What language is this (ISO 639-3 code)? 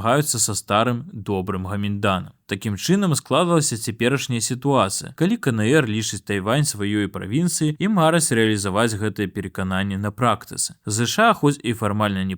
bel